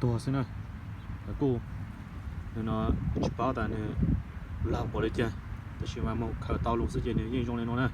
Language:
Hmong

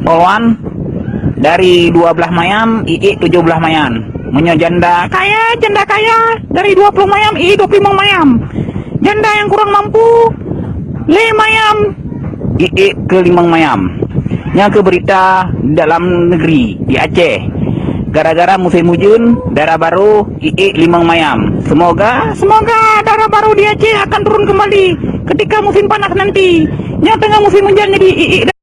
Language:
Achinese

